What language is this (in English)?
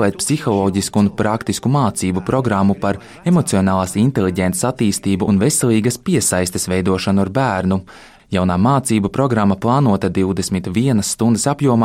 Latvian